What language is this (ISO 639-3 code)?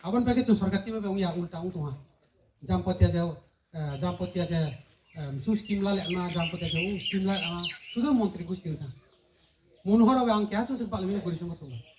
ria